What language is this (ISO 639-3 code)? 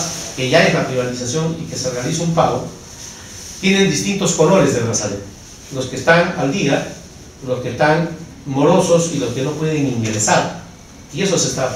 spa